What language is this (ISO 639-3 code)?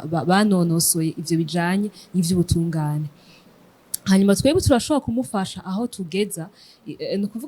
run